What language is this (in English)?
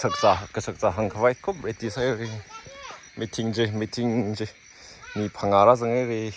Tangkhul Naga (India)